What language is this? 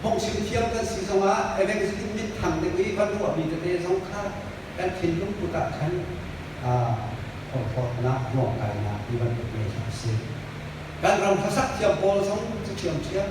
Hakha Chin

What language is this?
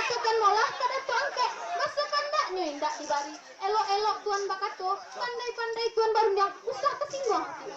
Minangkabau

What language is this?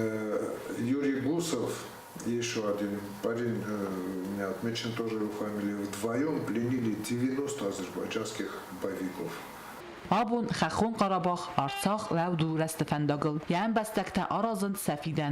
Ossetic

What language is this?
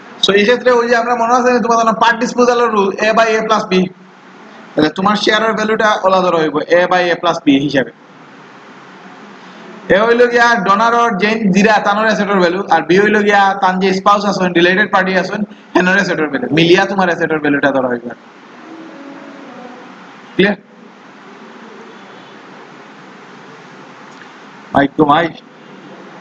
Sylheti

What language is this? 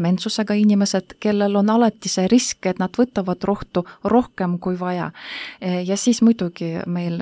Estonian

